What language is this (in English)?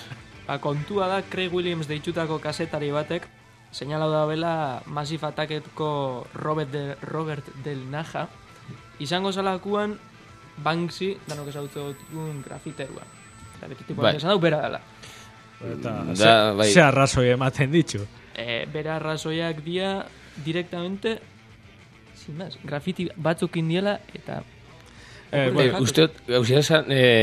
Basque